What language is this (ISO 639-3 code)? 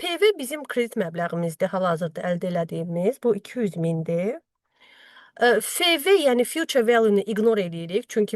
aze